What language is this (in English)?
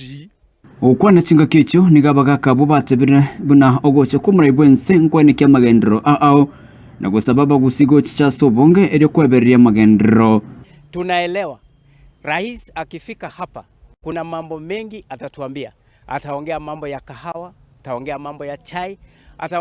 Gusii